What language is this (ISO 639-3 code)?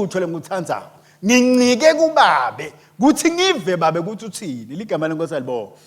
ssw